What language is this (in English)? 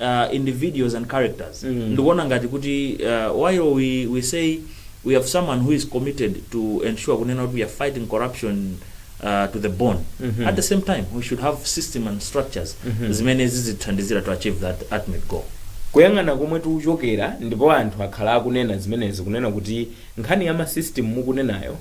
Nyanja